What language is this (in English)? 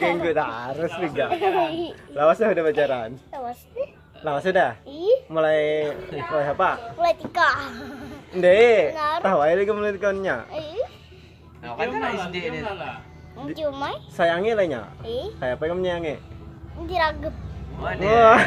Banjar